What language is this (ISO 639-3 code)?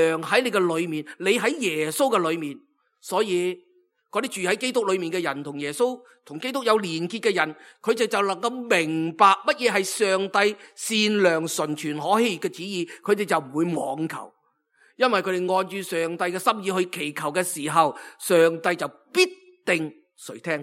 yue